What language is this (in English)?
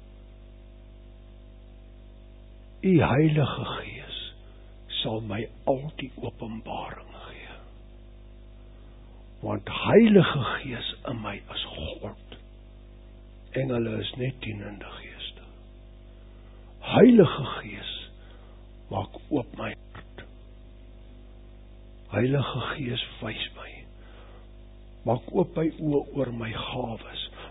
Afrikaans